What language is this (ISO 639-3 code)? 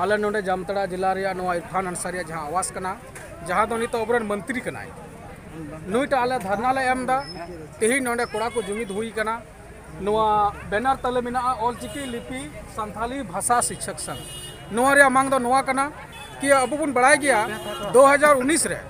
sat